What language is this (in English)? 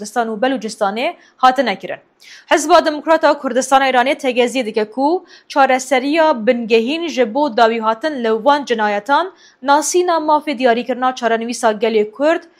Kurdish